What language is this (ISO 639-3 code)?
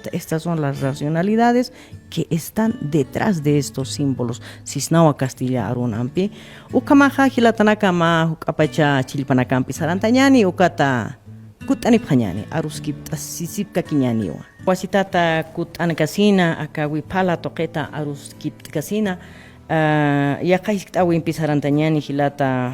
aym